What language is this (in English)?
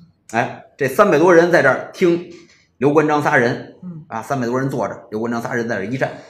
Chinese